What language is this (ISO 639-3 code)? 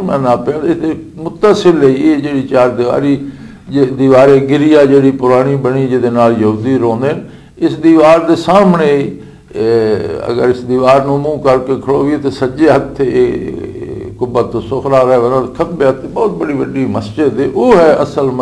lah